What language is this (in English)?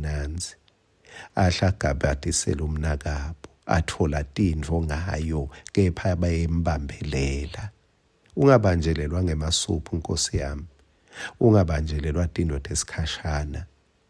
Swati